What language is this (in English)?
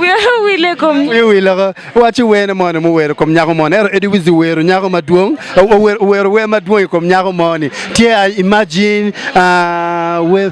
Acoli